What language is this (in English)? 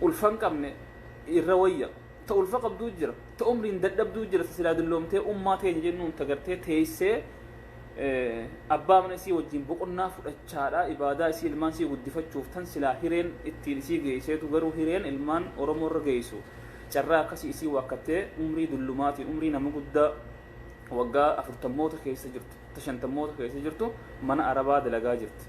Oromo